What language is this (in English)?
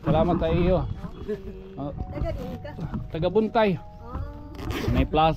Waray